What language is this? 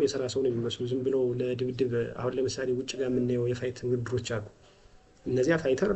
Amharic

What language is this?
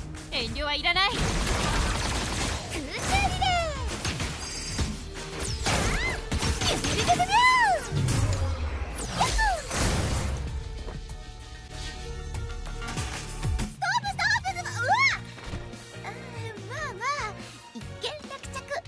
Japanese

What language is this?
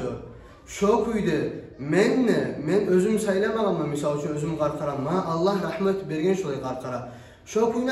Kumyk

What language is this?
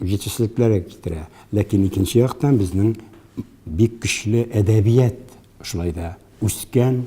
Tatar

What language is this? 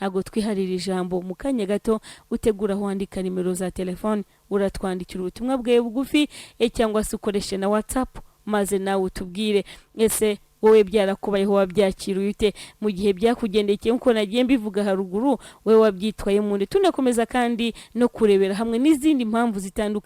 Kinyarwanda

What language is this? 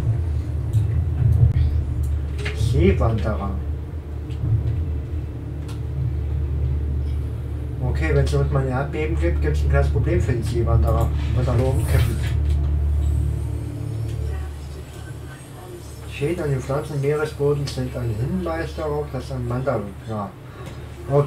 German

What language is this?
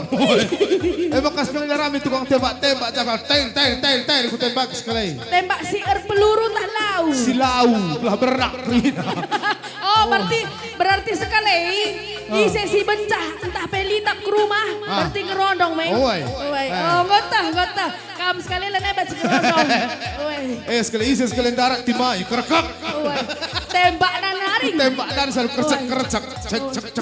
Batak Karo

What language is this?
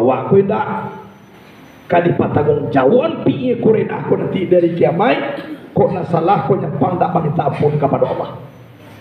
Minangkabau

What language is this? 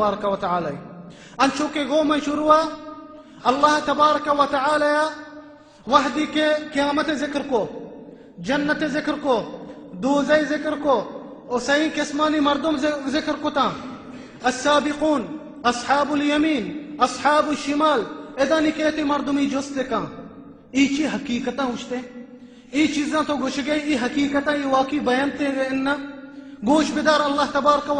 Baluchi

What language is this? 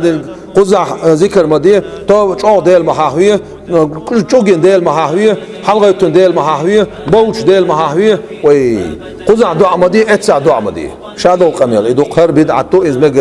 Chechen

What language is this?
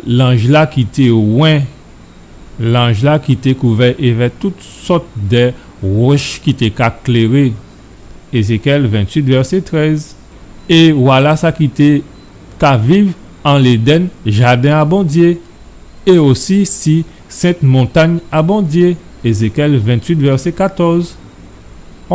Guadeloupean Creole French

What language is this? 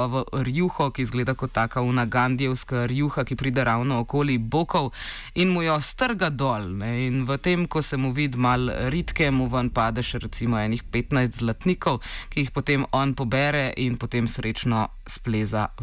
Slovenian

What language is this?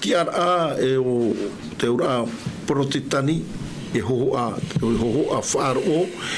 Tahitian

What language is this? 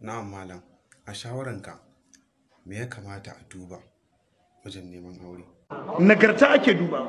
Hausa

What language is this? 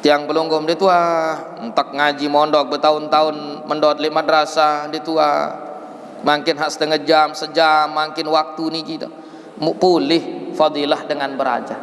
Sasak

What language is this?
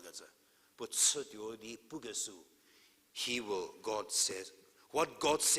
Angami Naga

